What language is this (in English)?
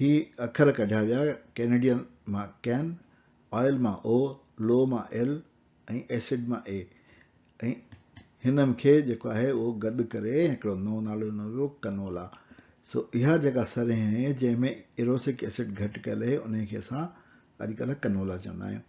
Sindhi